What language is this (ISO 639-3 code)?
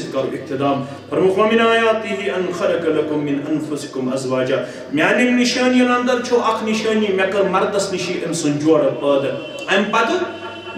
kas